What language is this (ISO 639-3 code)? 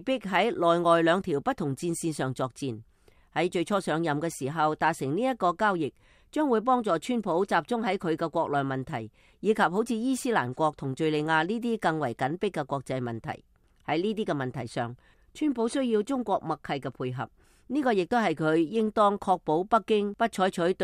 yue